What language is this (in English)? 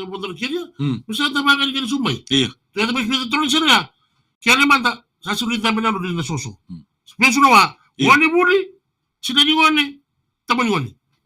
Fijian